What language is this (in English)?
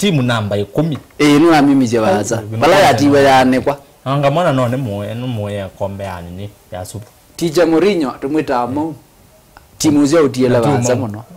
Kamba